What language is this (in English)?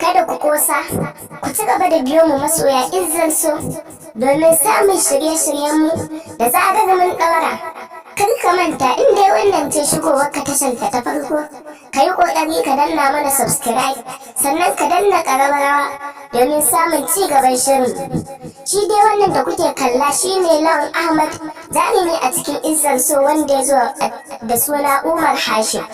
Hausa